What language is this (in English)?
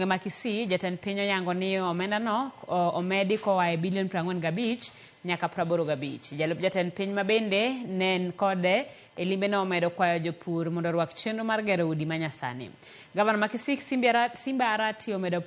Luo (Kenya and Tanzania)